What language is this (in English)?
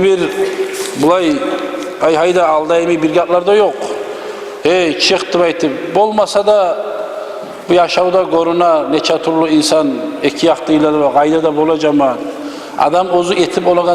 Kumyk